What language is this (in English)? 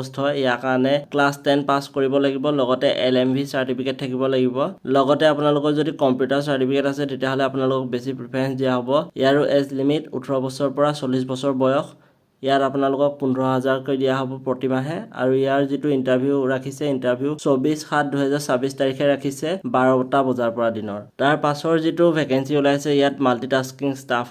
Assamese